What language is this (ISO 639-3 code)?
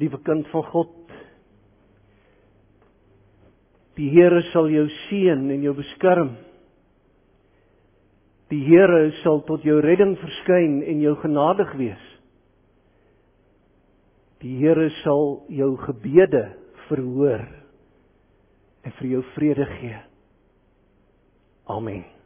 afr